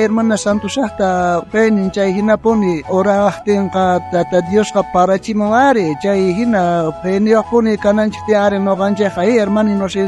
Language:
South Bolivian Quechua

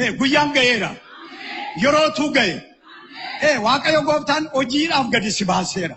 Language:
Oromo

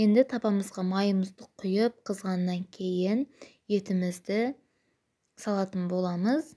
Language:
Kazakh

